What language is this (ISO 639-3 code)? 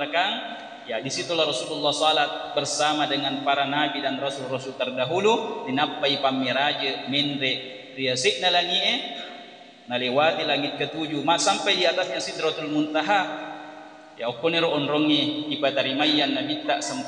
bug